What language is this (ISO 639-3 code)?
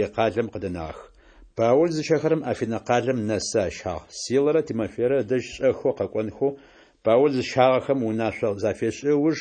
ady